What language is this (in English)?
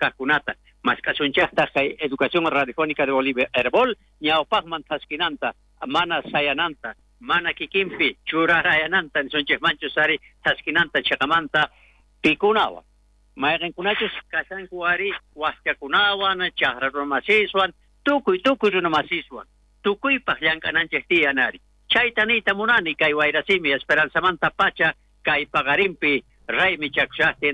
South Bolivian Quechua